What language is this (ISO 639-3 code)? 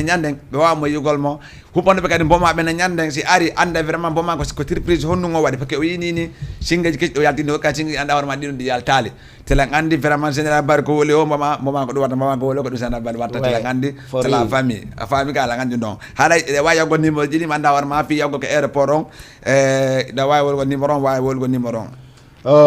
ful